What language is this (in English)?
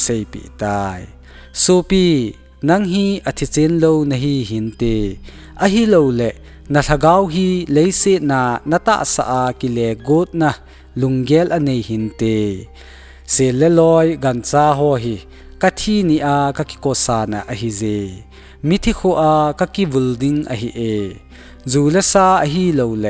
Thado Chin